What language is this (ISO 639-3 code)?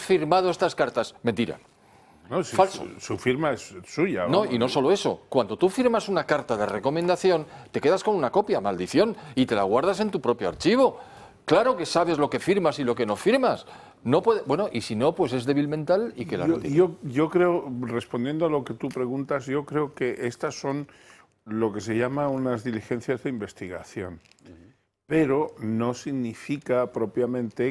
spa